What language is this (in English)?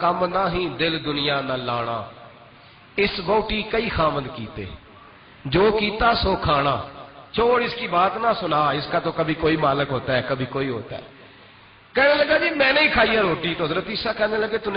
Western Panjabi